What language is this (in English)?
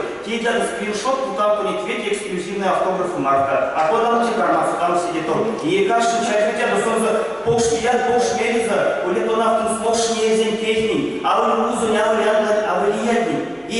Erzya